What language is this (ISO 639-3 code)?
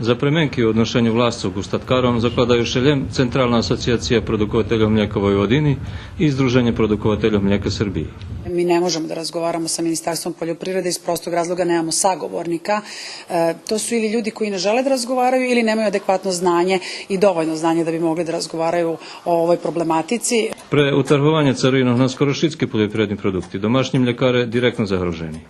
rue